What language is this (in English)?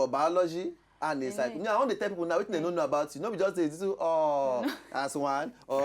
Nigerian Pidgin